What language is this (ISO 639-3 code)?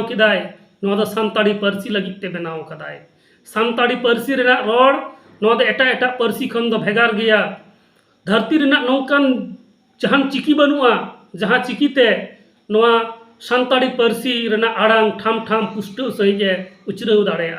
sat